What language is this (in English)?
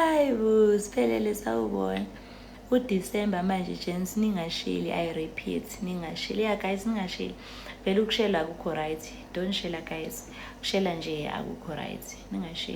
Zulu